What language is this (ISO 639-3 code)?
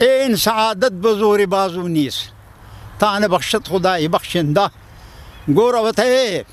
pus